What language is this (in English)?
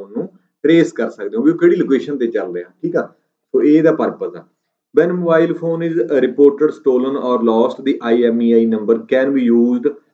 Punjabi